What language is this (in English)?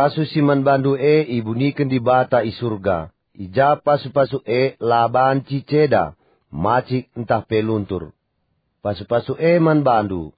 Batak Karo